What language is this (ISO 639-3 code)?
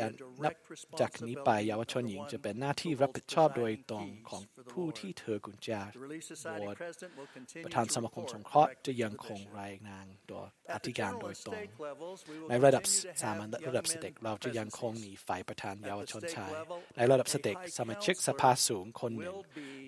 tha